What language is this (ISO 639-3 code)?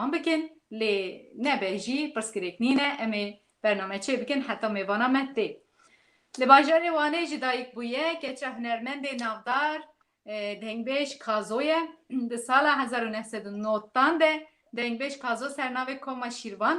kur